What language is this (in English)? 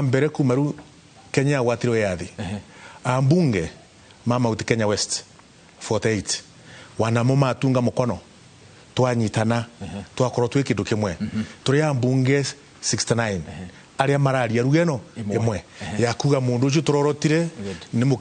Kikuyu